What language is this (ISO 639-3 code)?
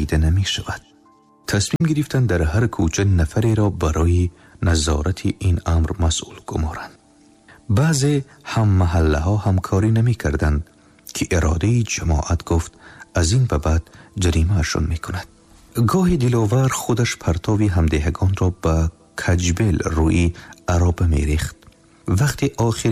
tgk